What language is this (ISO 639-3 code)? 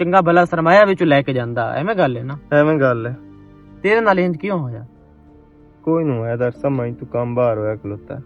lah